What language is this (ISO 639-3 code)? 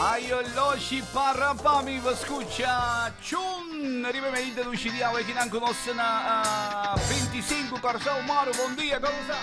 pap